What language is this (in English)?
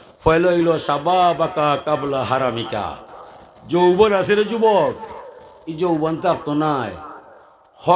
Sylheti